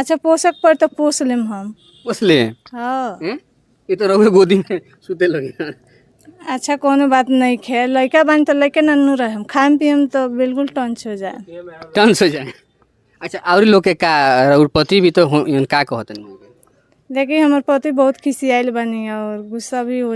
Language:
Bhojpuri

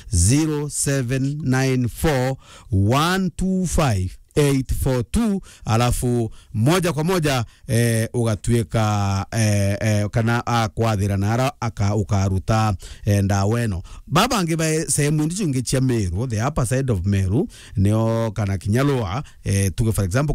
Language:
Meru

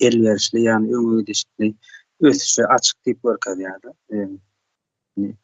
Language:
Turkmen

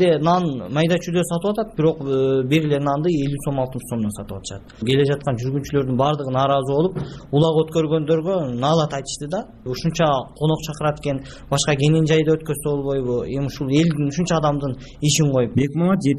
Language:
Kyrgyz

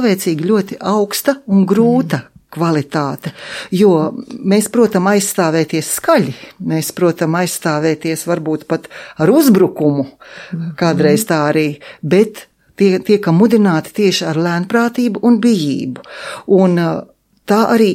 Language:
Latvian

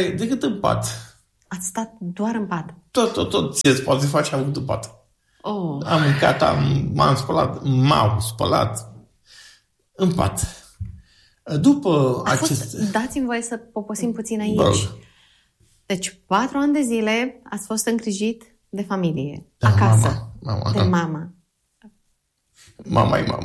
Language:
Romanian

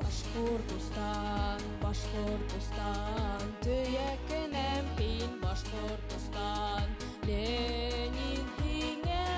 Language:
Bashkir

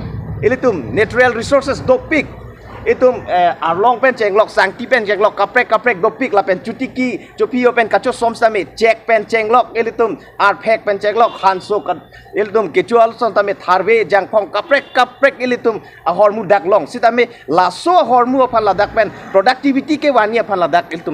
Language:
Karbi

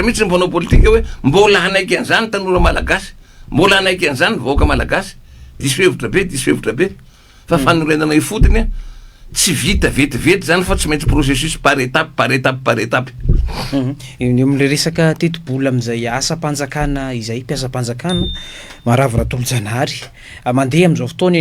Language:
Malagasy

